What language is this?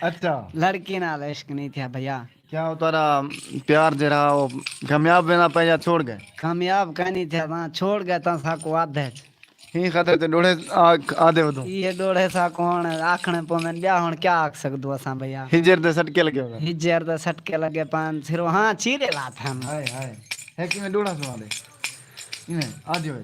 Saraiki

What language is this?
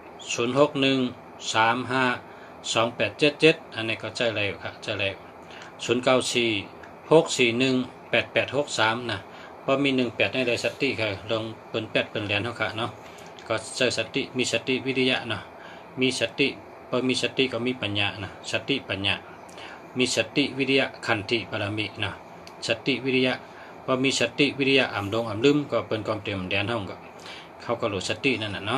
Shan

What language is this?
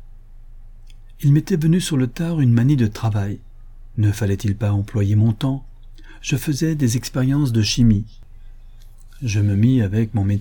French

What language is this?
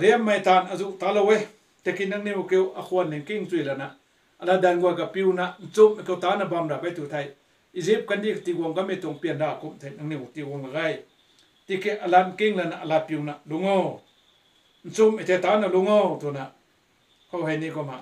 Rongmei Naga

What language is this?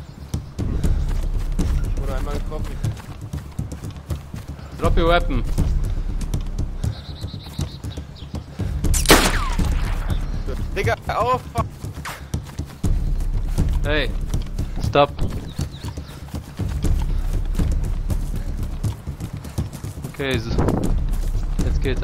German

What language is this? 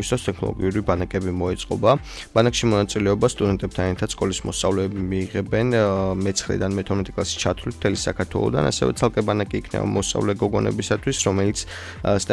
Georgian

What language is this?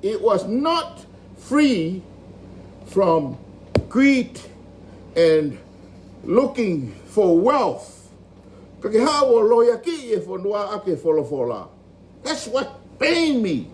Tongan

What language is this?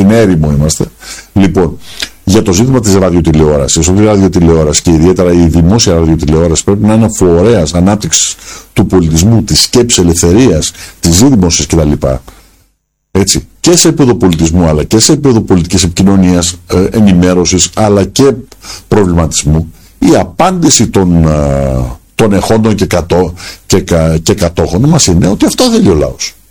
Greek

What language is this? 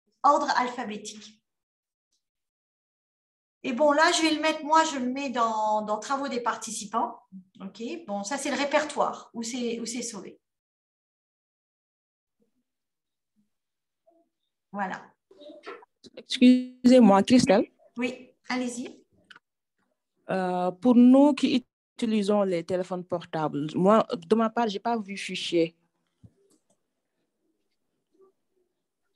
French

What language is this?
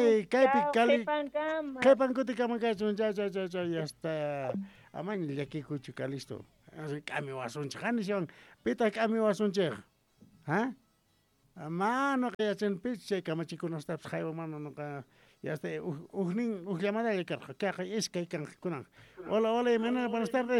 South Bolivian Quechua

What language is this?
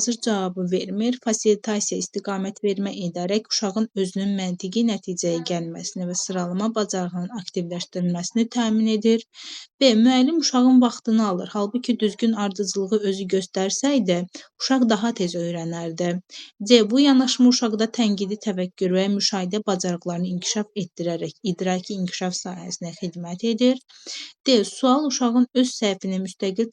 Azerbaijani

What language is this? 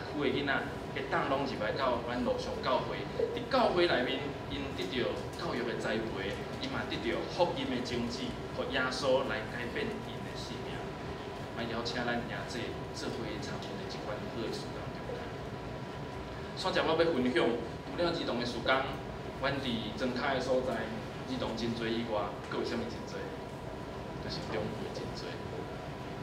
Min Nan Chinese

